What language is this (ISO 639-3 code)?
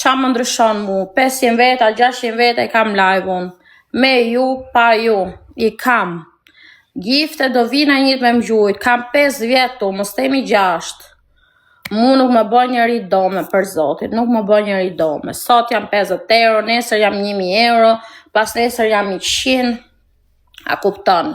sqi